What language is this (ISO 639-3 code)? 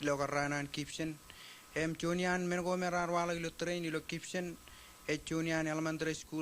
mah